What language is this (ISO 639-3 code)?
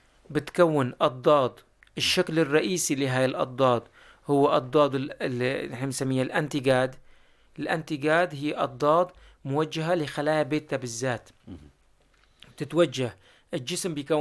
apc